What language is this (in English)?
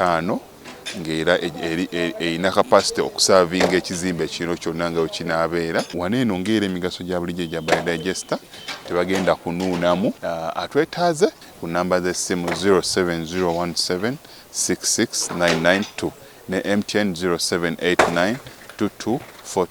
Ganda